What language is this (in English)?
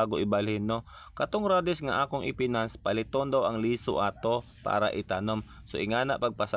Cebuano